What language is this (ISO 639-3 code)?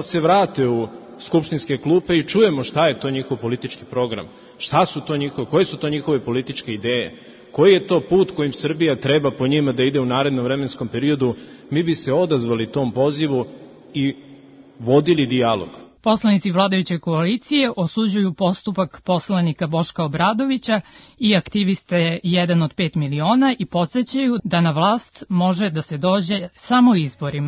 srp